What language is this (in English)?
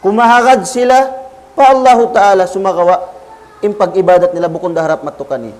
Tausug